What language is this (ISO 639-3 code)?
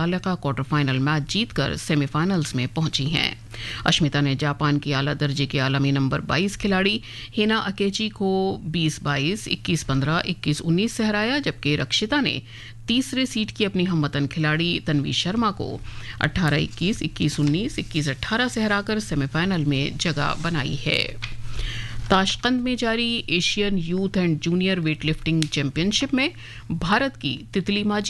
urd